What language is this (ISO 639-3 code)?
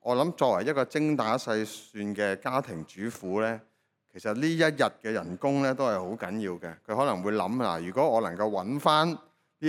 yue